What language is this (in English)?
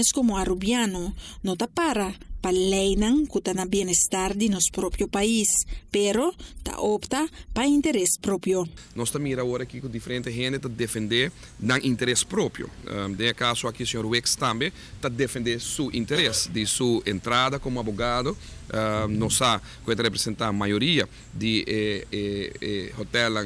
Papiamento